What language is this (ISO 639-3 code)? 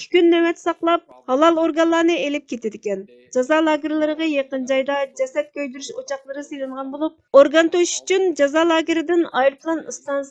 uig